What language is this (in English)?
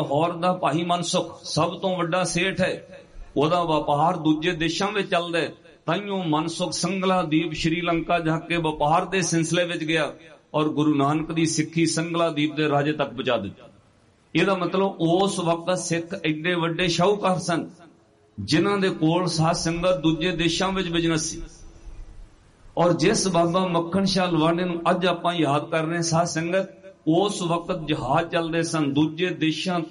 Punjabi